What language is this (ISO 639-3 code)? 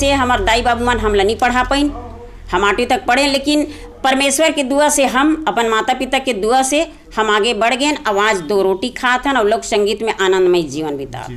hne